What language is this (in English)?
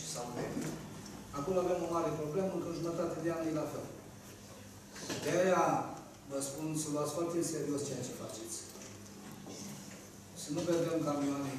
Romanian